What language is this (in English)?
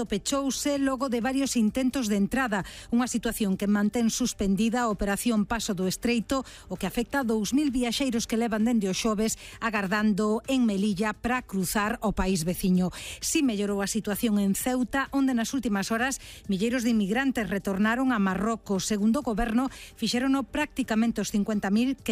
Galician